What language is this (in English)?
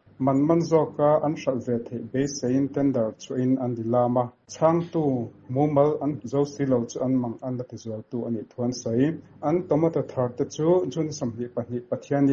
Mizo